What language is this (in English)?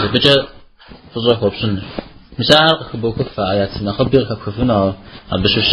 Kabardian